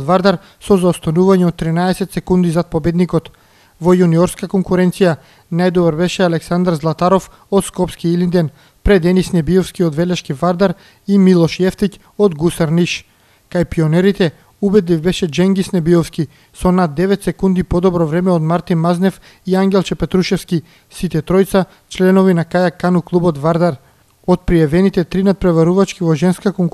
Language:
Macedonian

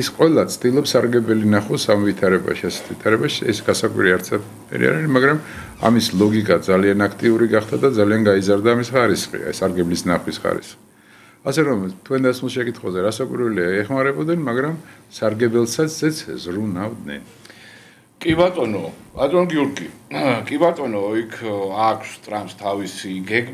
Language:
Georgian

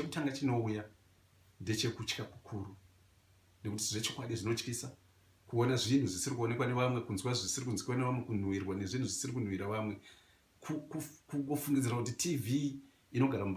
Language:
Shona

